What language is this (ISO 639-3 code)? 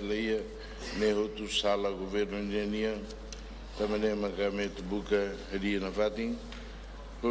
tet